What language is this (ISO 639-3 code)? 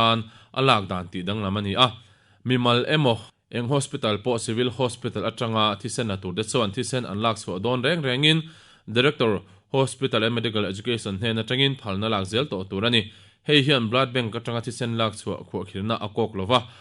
lus